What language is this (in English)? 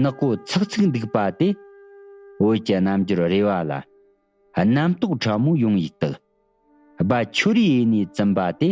Tibetan